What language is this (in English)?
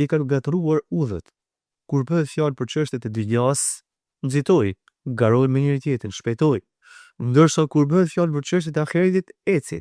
Albanian